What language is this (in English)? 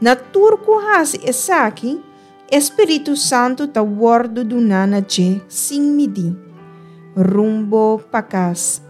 Papiamento